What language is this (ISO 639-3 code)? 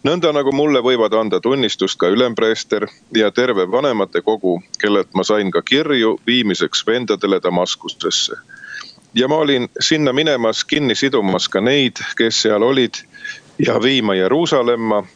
est